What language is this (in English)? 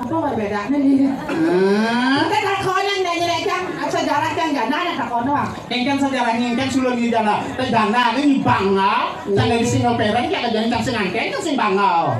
Balinese